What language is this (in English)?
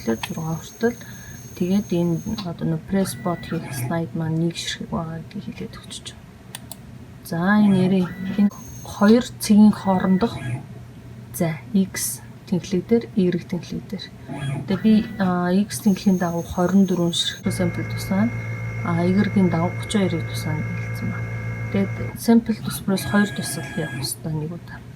Mongolian